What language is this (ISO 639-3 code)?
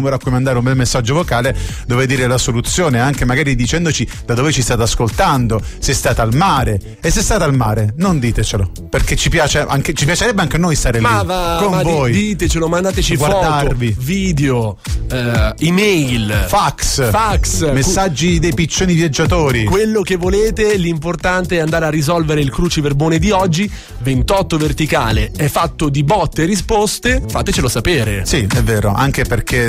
ita